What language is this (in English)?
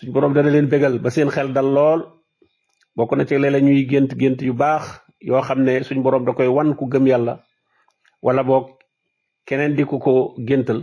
Wolof